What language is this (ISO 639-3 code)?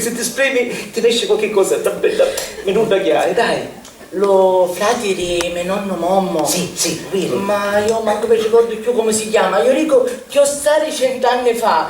scn